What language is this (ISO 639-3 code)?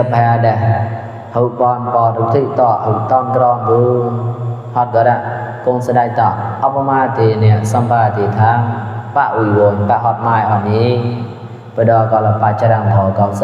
mnw